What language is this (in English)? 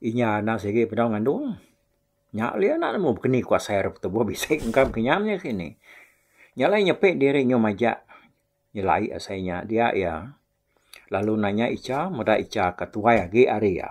Iban